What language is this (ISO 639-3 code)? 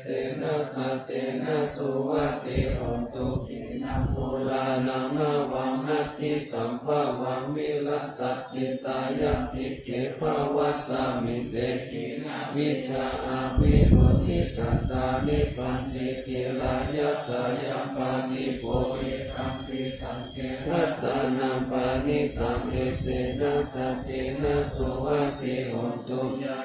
pli